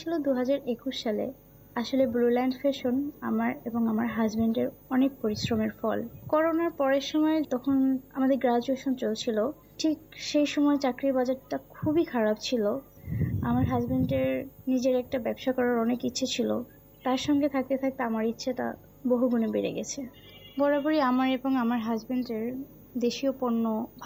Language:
Bangla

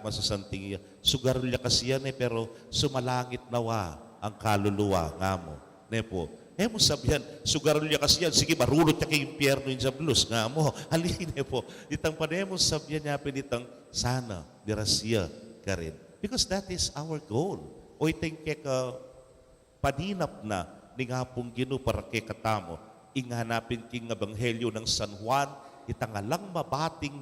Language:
Pampanga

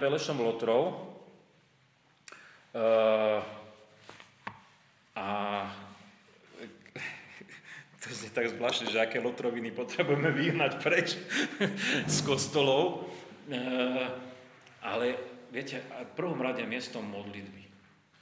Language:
Slovak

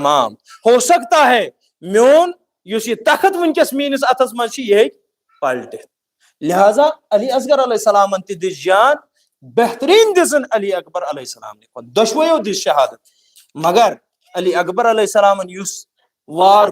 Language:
Kashmiri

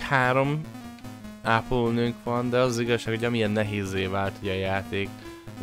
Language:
Hungarian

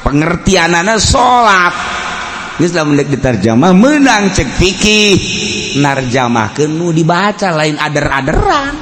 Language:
Sundanese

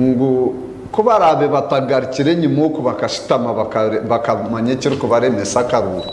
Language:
Nyankole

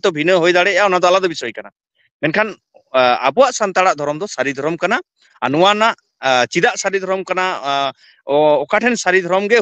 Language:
Santali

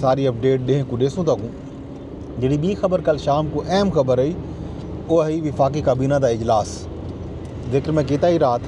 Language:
Saraiki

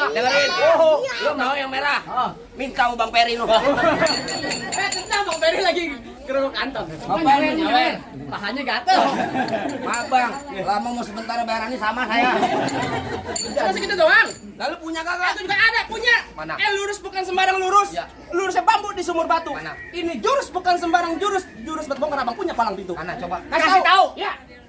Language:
Betawi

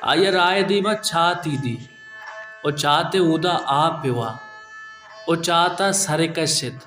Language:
Baluchi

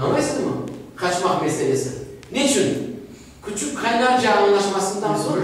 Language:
Crimean Tatar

